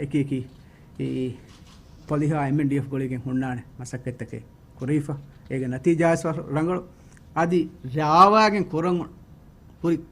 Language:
Divehi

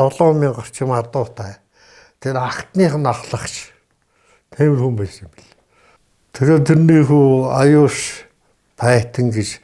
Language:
Mongolian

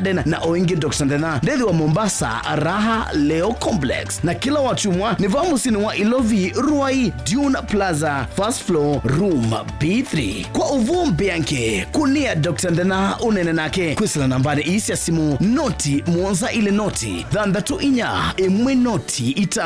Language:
Kamba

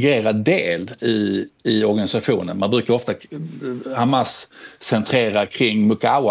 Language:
Swedish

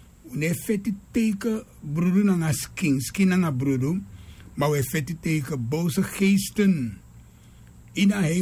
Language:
Sranan Tongo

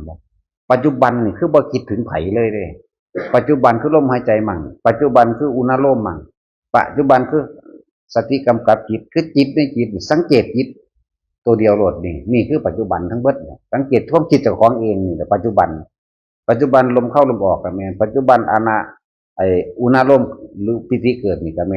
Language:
Northeastern Thai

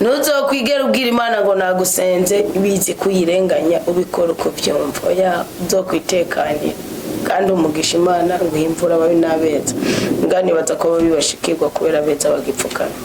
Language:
Rundi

